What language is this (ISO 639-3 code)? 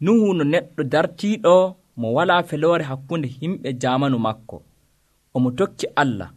fuv